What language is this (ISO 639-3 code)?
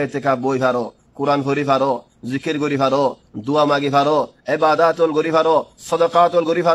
rhg